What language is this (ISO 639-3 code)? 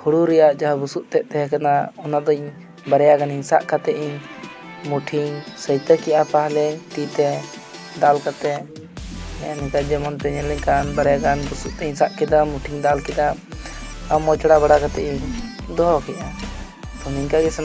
sat